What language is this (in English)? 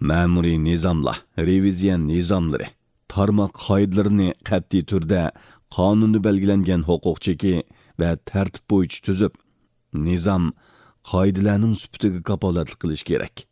Uyghur